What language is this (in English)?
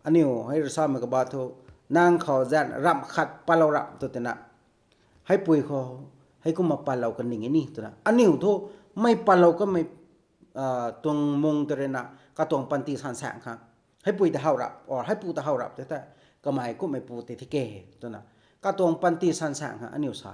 Rongmei Naga